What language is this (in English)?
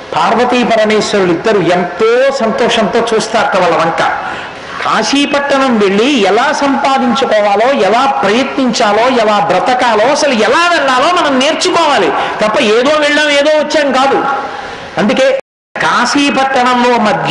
Telugu